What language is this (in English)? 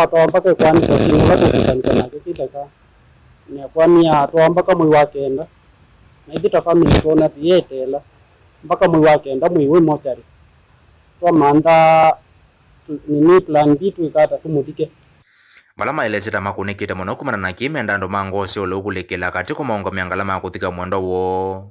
Kamba